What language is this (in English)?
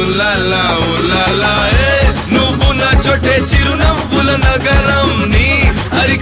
Telugu